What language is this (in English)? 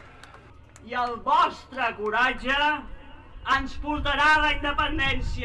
Catalan